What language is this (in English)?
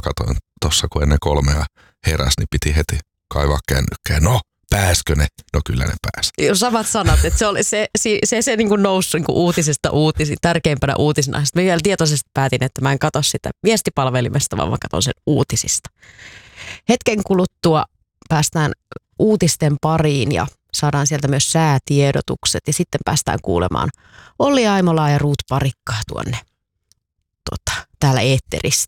Finnish